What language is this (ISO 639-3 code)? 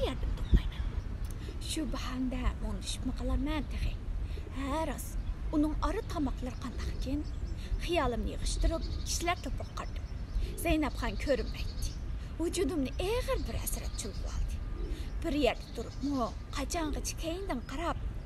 uig